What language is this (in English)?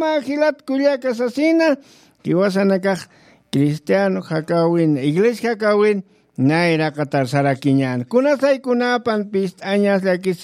Aymara